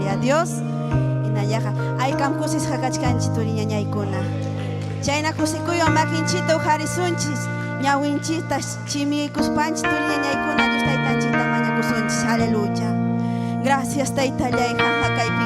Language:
Ayacucho Quechua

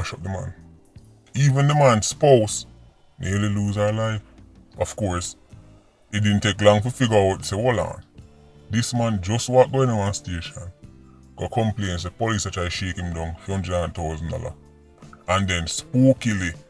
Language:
Jamaican Creole English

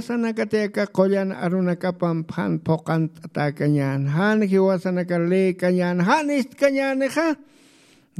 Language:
Aymara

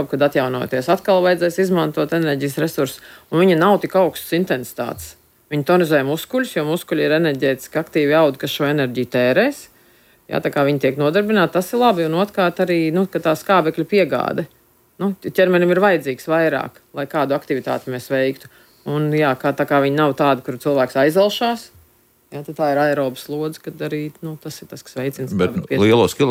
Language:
Latvian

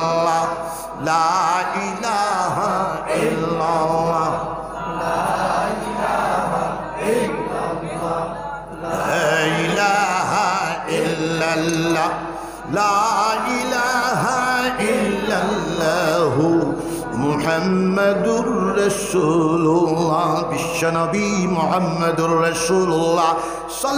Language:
Sylheti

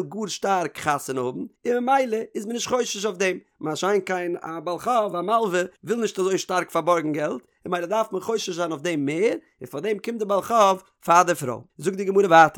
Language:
Yiddish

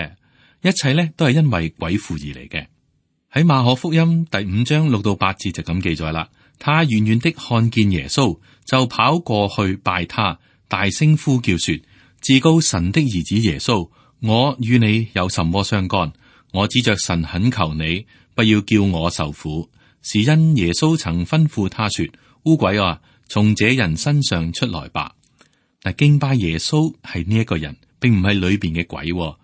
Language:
Cantonese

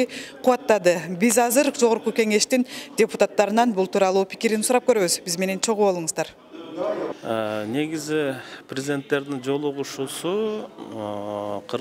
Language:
Kyrgyz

